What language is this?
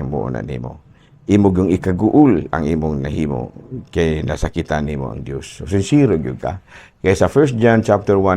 Cebuano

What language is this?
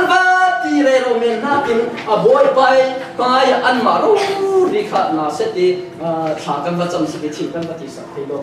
Falam Chin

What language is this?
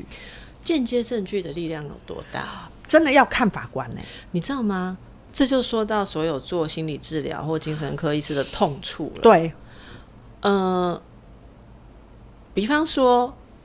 Chinese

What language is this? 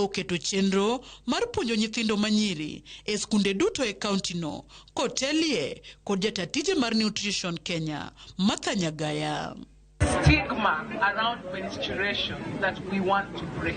Luo (Kenya and Tanzania)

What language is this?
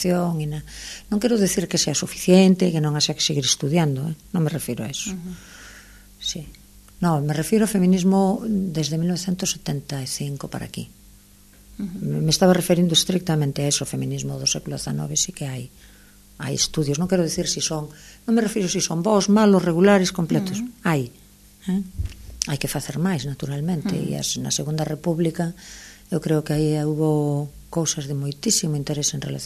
Galician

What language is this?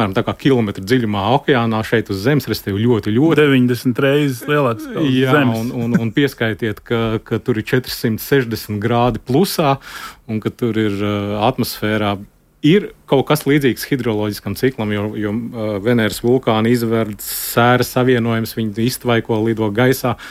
Latvian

